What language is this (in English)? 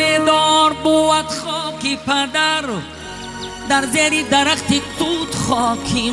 Tajik